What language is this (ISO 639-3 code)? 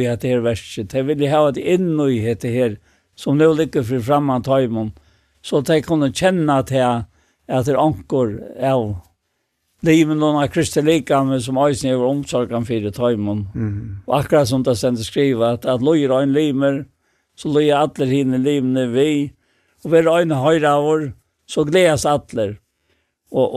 fao